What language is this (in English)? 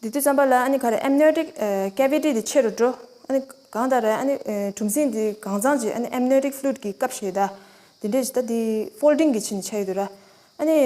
Tibetan